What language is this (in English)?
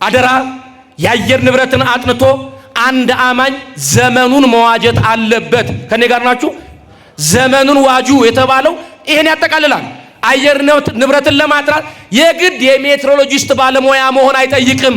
Amharic